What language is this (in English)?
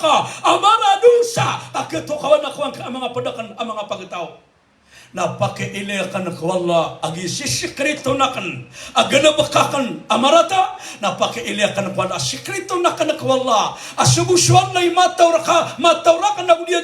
Maranao